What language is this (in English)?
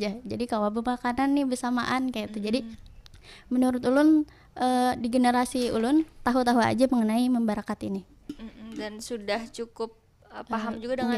Banjar